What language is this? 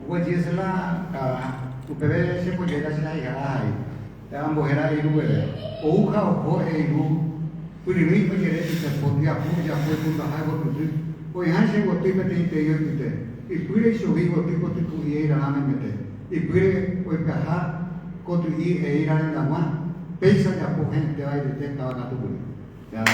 Guarani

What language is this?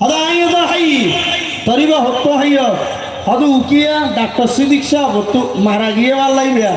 Rohingya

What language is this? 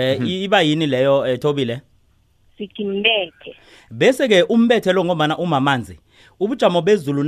South Ndebele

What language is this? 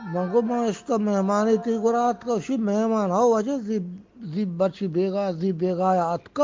Eastern Balochi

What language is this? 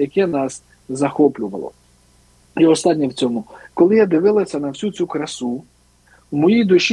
Ukrainian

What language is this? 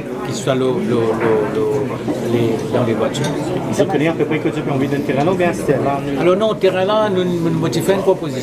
Morisyen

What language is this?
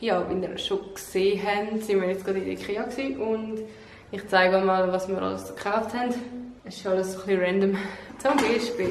Swiss German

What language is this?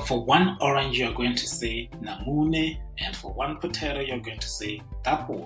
Tswana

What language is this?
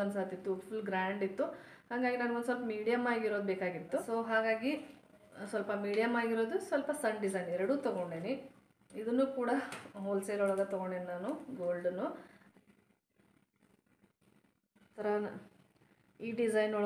Kannada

